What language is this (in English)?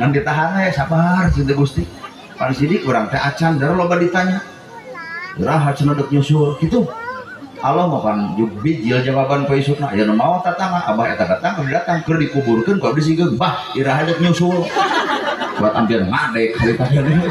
Sundanese